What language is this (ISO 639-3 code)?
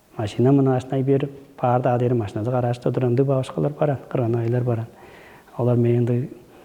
tyv